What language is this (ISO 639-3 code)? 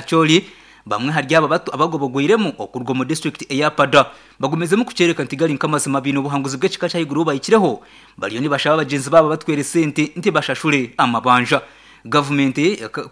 nyn